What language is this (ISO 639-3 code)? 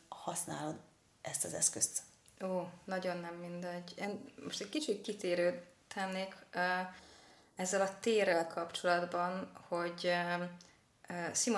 hun